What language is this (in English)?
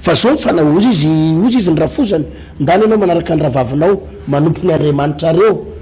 Malagasy